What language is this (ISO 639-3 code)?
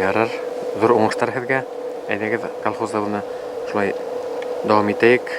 bak